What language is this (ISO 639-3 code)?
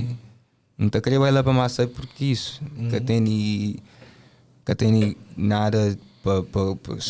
kea